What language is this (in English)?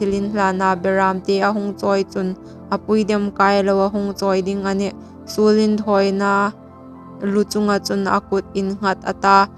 Hmar